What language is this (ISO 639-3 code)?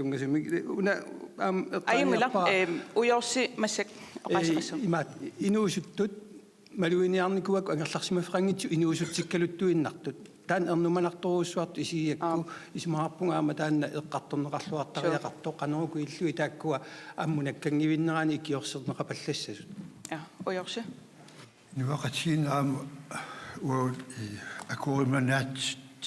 kal